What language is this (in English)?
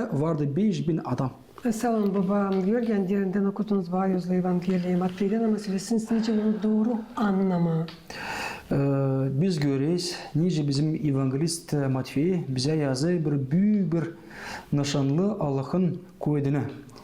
Gagauz